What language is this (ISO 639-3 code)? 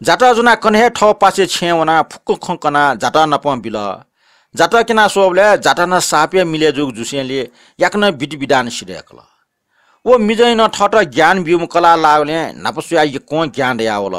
new